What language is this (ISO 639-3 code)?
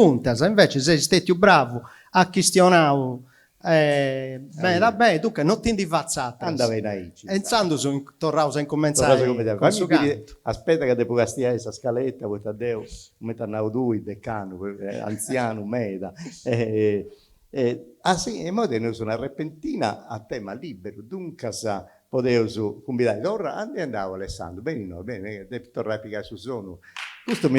srd